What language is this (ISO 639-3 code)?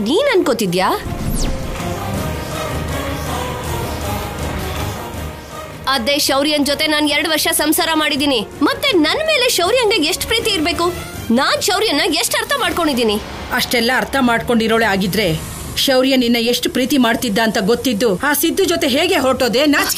kan